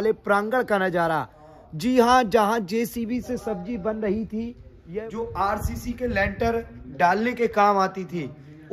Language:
Hindi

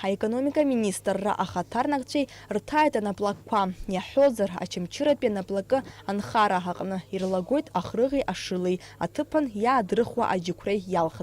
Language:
Abkhazian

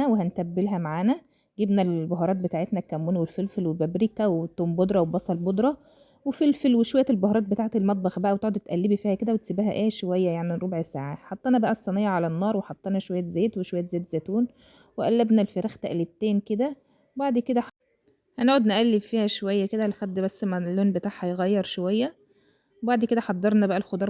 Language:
Egyptian Arabic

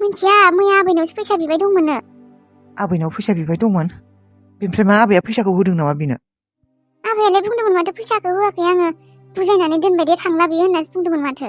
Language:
Bodo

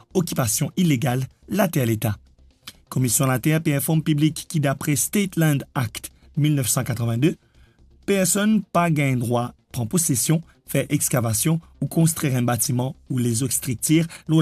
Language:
Morisyen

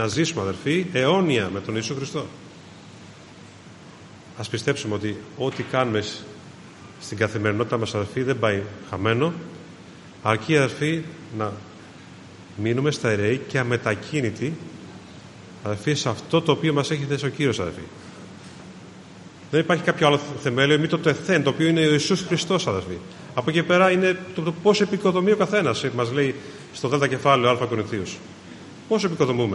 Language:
Greek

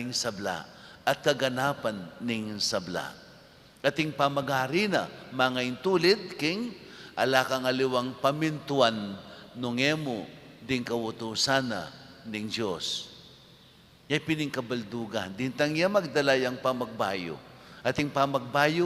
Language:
Pampanga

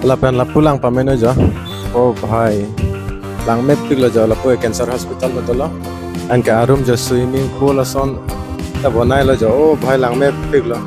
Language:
Karbi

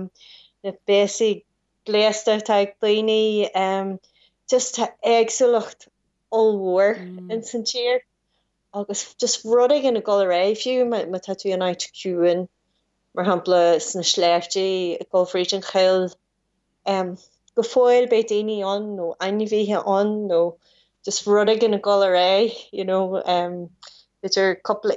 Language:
Irish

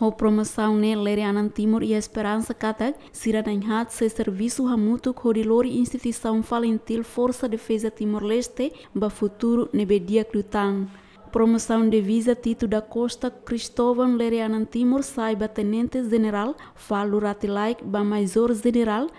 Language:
Tetum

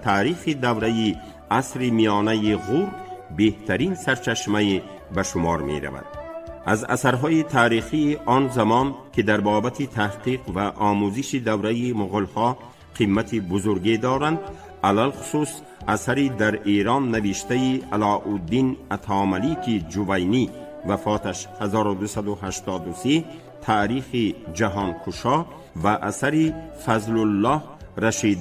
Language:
Tajik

